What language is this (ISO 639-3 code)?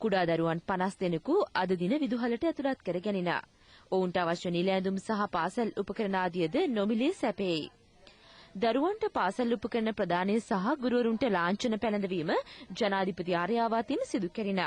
sin